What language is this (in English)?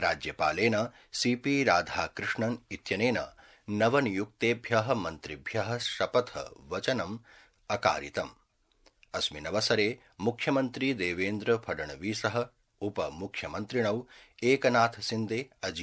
Sanskrit